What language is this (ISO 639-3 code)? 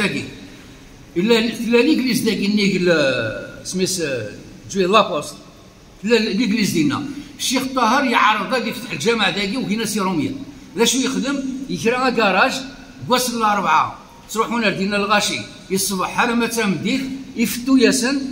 kab